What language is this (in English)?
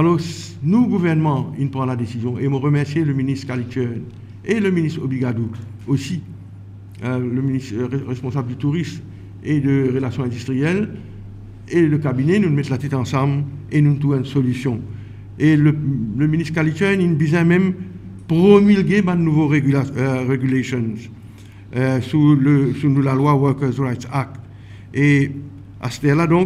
Morisyen